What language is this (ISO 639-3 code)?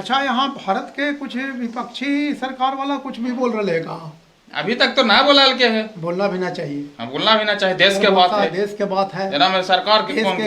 mag